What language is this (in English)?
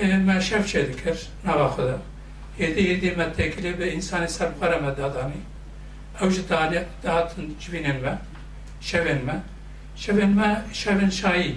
Kurdish